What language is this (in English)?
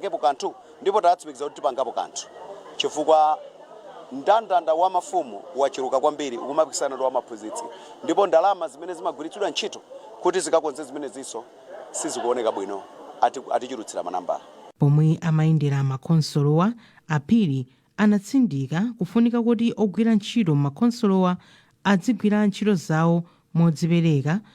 Nyanja